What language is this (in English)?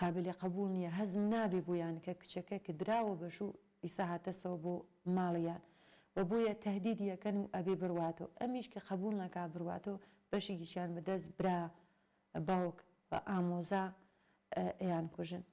Central Kurdish